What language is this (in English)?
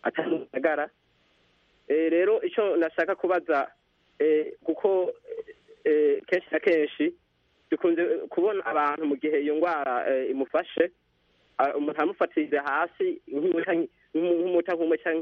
Kinyarwanda